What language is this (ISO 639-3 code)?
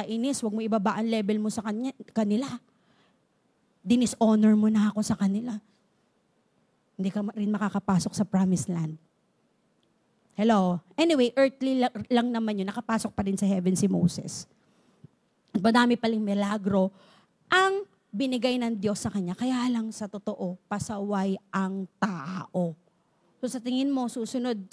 fil